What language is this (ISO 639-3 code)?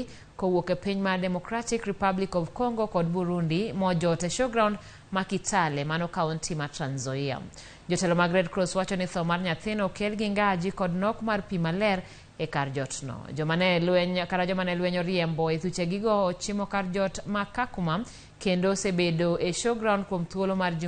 luo